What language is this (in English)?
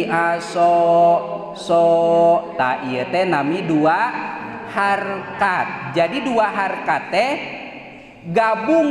Sundanese